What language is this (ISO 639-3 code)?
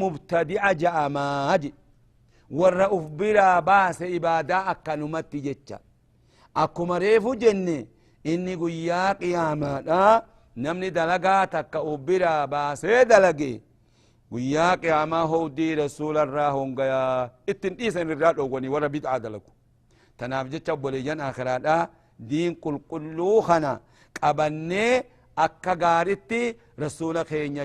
orm